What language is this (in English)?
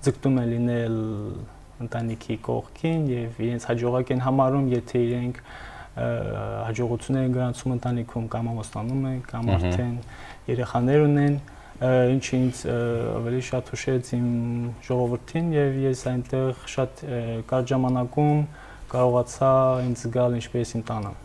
Armenian